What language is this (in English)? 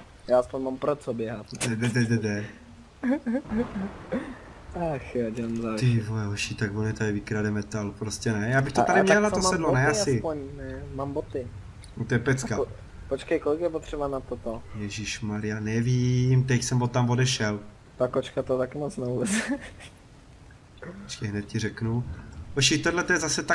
Czech